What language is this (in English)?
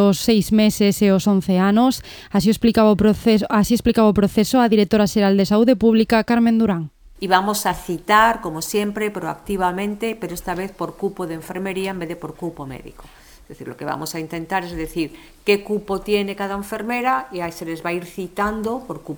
Galician